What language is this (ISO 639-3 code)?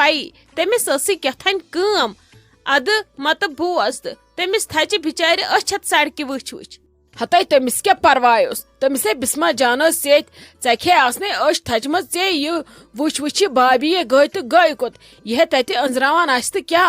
kas